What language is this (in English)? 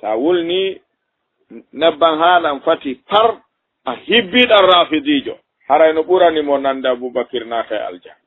Fula